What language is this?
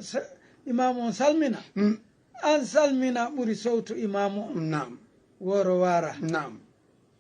Fula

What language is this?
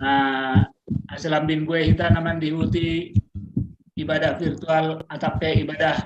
Batak Simalungun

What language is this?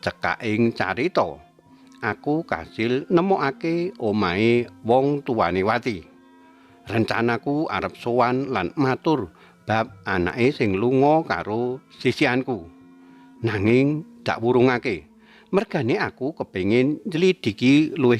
Javanese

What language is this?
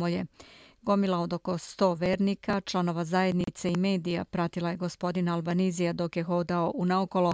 Bosnian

